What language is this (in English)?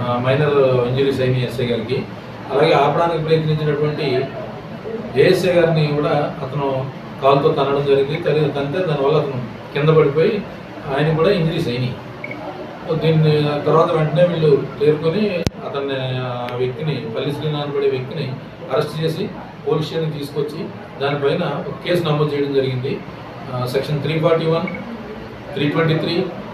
Telugu